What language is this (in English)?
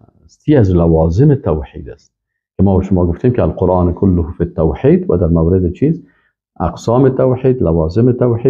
Persian